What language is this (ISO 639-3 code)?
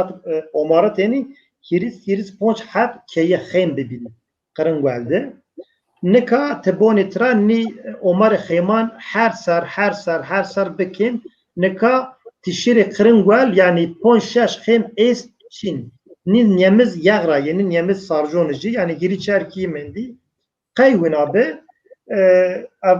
zza